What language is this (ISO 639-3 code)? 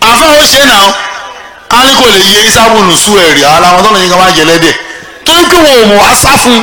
yor